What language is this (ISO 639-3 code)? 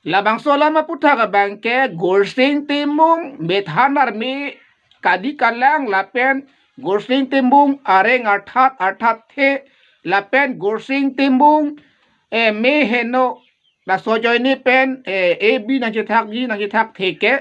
mjw